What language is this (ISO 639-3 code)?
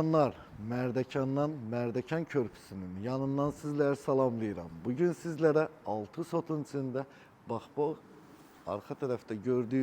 aze